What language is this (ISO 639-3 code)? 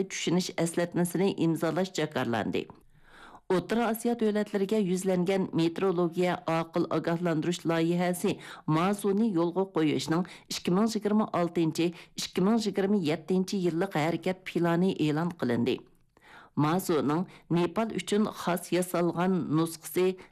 uig